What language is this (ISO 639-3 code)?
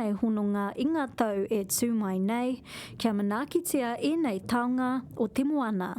mri